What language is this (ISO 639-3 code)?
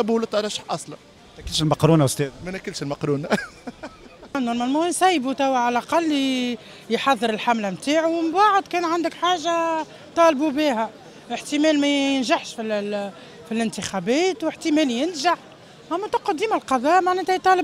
aeb